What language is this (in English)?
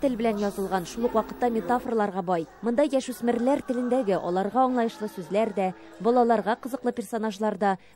Tatar